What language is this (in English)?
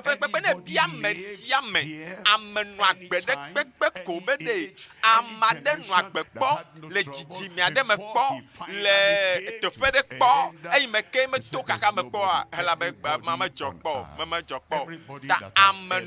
Ewe